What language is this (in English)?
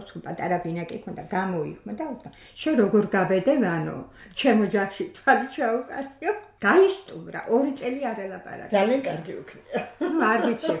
Georgian